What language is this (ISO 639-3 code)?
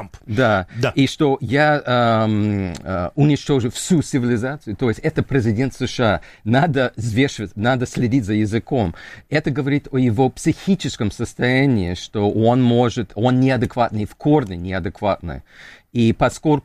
rus